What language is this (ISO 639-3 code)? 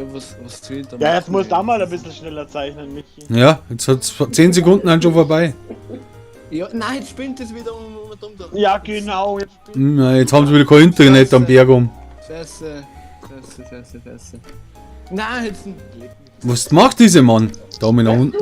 bar